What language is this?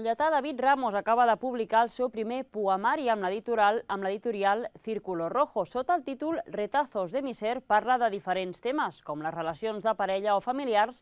Catalan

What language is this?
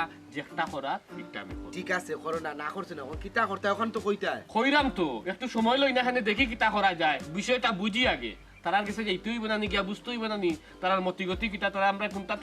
Sylheti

